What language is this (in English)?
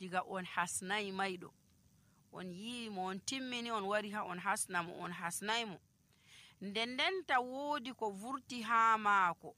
Nigerian Fulfulde